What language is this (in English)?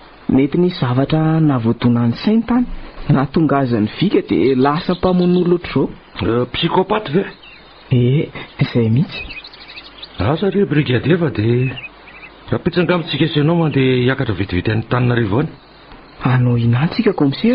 Malagasy